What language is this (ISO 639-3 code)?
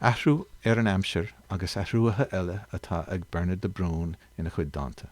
gle